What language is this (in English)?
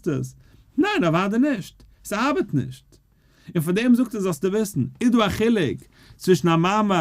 Yiddish